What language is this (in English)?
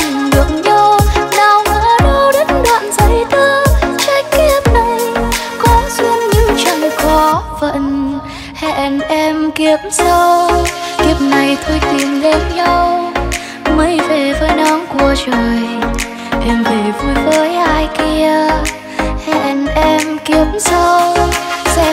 Vietnamese